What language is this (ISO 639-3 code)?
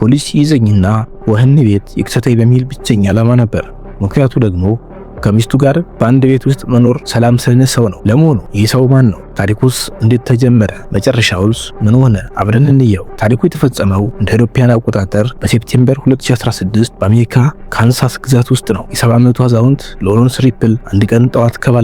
amh